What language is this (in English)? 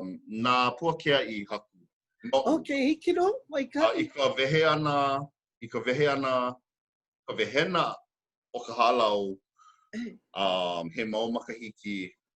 Hawaiian